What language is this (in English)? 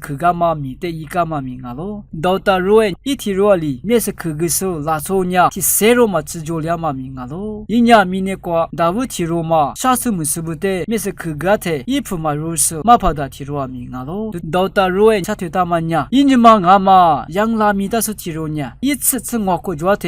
Lisu